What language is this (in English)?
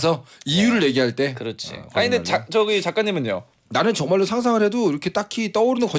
Korean